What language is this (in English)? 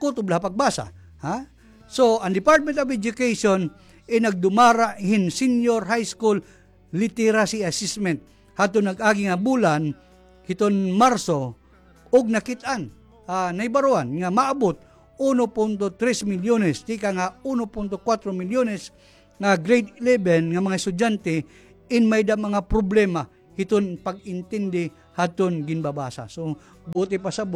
Waray